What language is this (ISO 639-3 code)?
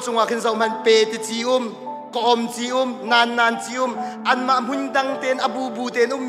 cnh